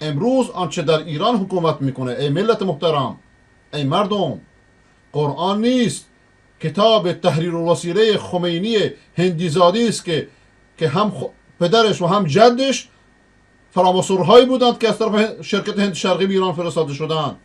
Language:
Persian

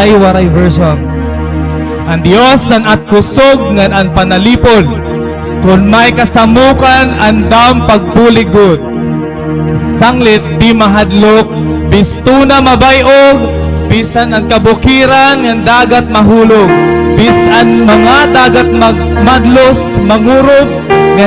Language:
Waray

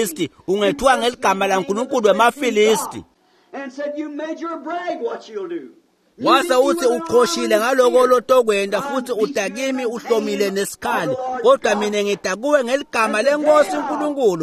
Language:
Swati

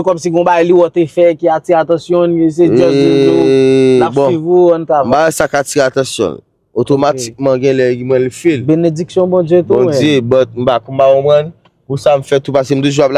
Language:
Haitian Creole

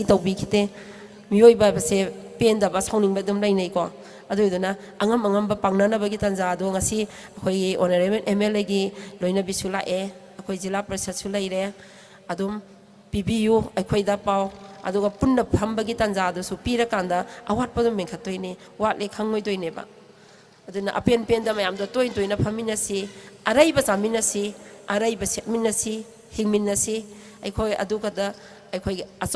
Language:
Manipuri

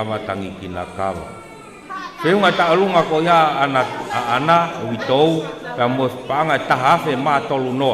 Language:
Tongan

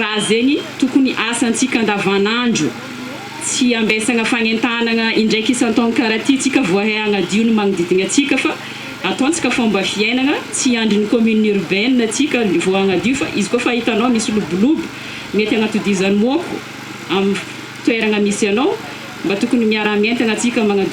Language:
Malagasy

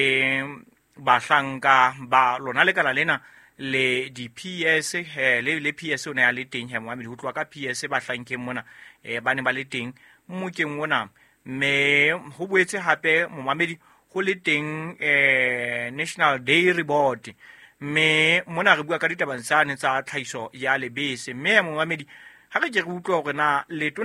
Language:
Southern Sotho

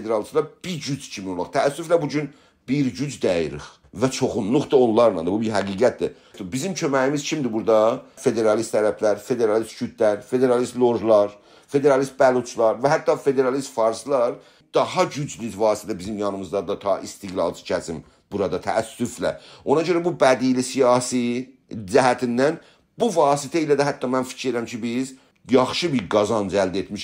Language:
South Azerbaijani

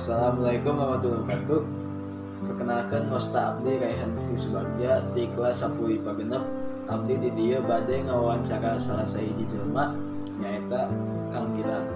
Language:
Sundanese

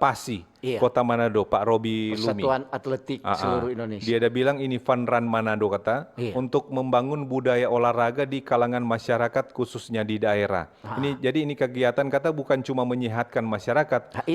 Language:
Manado Malay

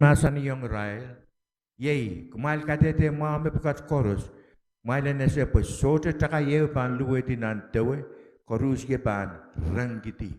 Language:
Pohnpeian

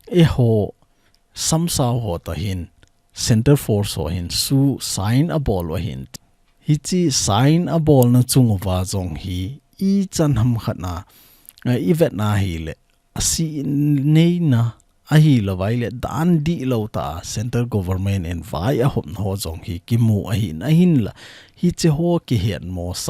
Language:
Thado Chin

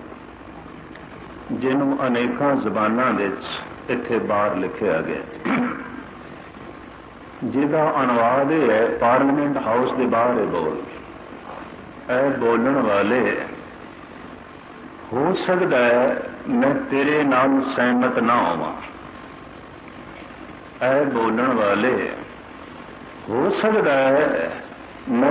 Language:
Punjabi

